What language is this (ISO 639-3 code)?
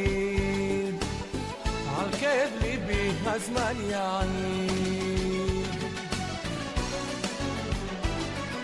heb